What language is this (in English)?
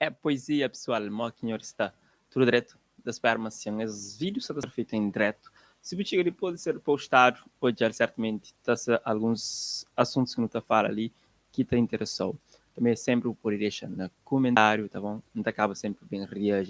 Kabuverdianu